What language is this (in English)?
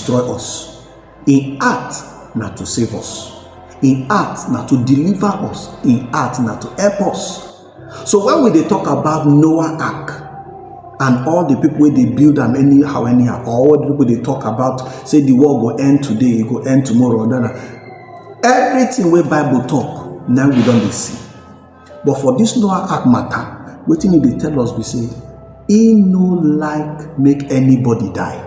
Nigerian Pidgin